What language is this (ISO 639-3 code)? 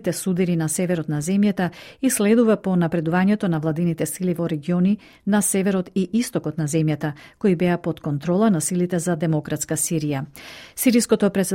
mkd